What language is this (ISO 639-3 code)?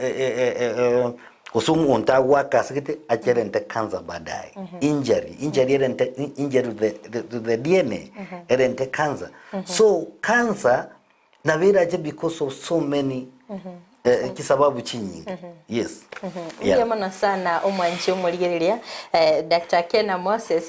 guz